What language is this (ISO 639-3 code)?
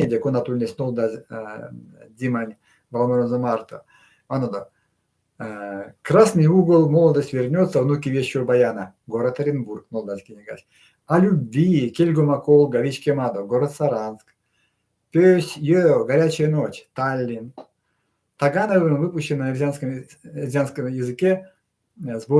myv